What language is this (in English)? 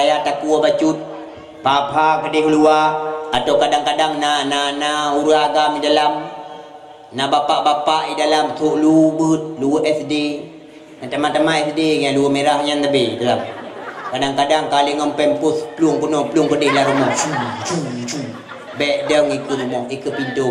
Achinese